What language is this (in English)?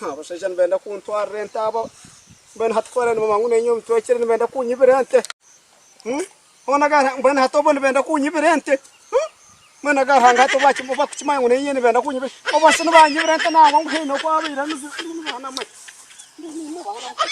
Nyankole